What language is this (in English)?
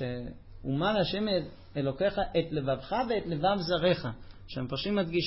Hebrew